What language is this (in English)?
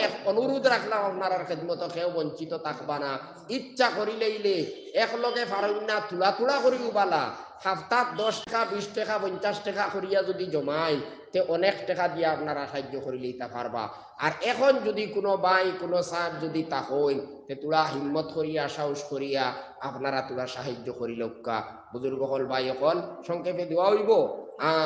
Sylheti